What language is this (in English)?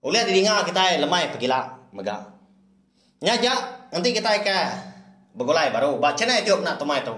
Iban